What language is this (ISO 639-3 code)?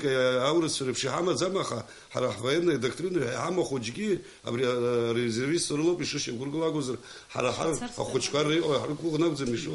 abk